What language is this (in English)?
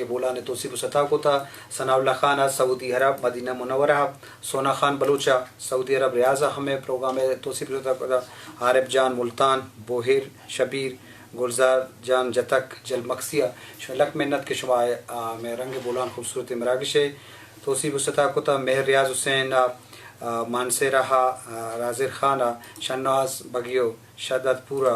Eastern Balochi